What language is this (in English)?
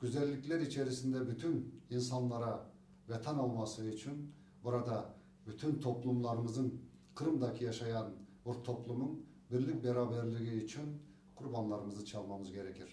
Crimean Tatar